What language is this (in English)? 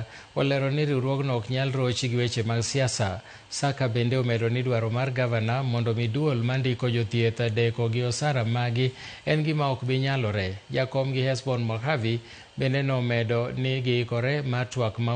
Luo (Kenya and Tanzania)